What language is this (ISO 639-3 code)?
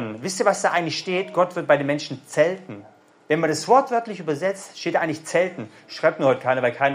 deu